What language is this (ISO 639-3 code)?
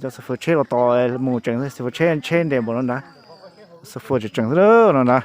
hmn